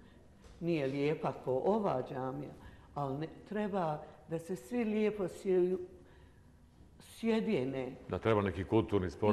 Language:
Bosnian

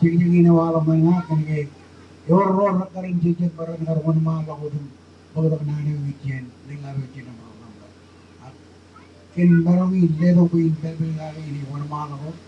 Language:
Marshallese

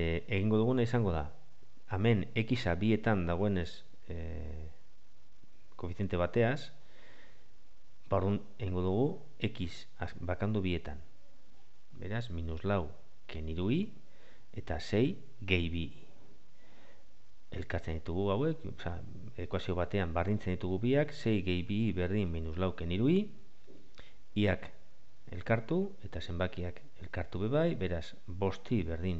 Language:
Basque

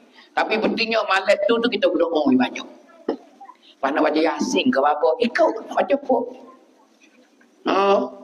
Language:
Pattani Malay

